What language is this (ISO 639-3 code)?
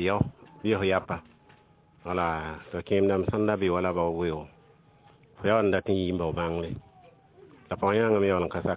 mos